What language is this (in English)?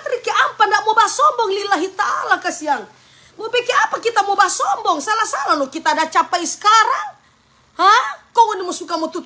Manado Malay